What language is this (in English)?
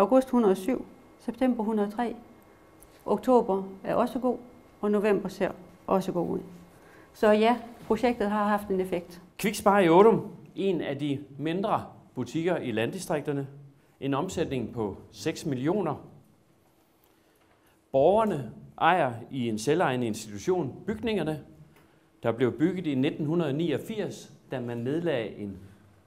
Danish